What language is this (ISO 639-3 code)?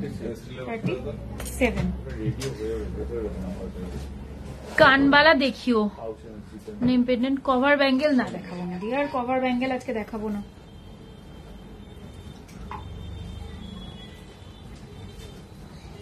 ben